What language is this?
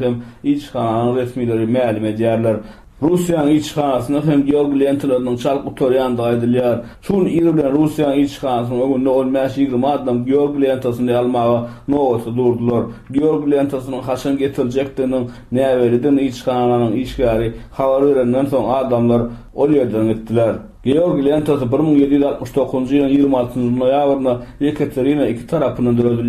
Turkmen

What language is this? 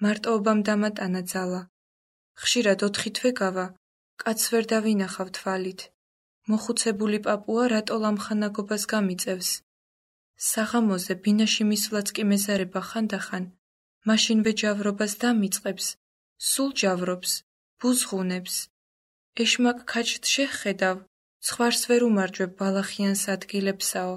Georgian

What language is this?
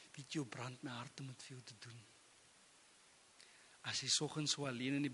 Afrikaans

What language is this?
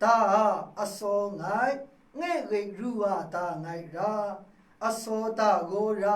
Maru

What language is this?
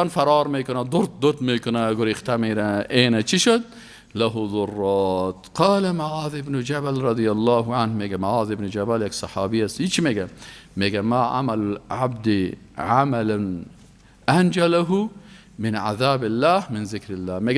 Persian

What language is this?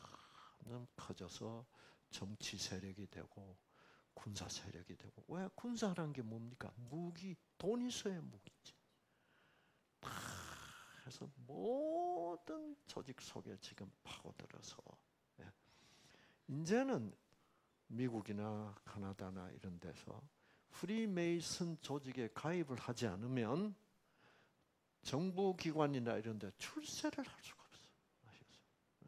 Korean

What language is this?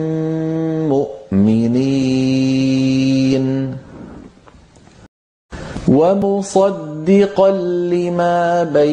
Arabic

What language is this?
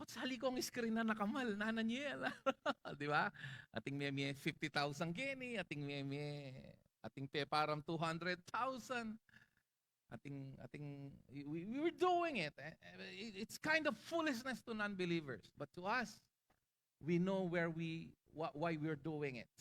Pampanga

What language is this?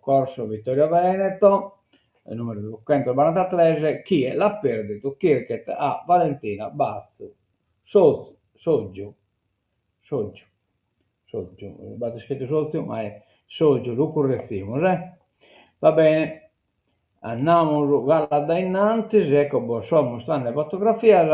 Sardinian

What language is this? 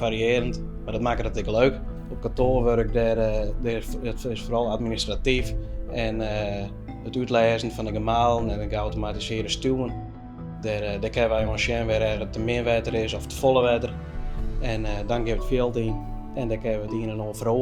Western Frisian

